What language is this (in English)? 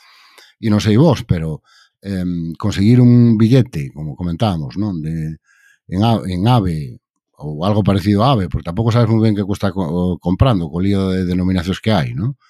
Galician